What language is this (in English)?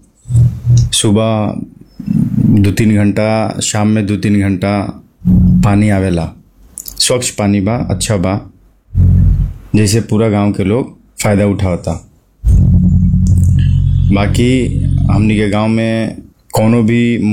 Bhojpuri